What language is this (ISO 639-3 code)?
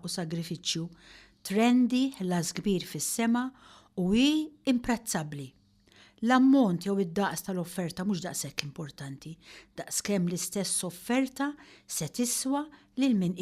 mlt